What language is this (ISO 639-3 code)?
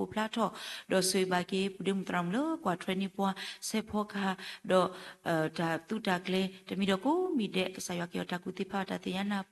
ksw